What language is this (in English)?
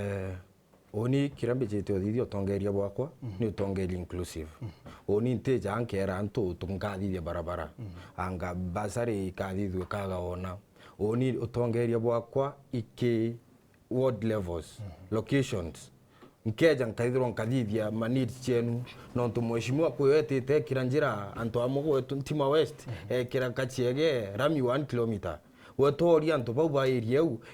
Meru